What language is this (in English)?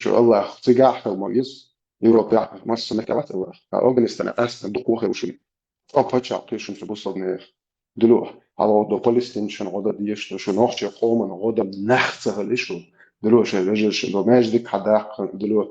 Chechen